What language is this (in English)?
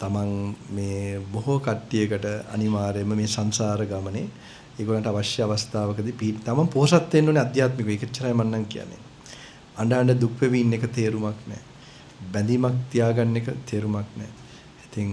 Sinhala